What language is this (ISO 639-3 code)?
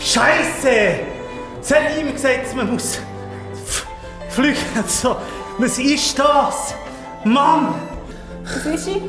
gsw